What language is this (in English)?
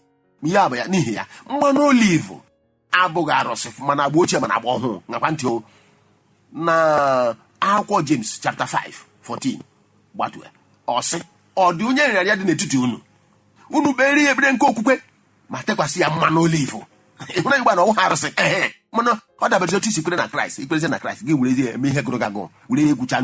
Igbo